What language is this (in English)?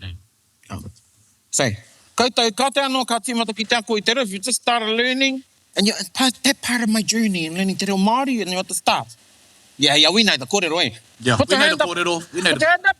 Māori